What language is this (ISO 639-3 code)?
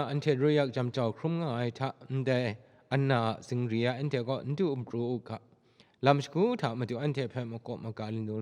kac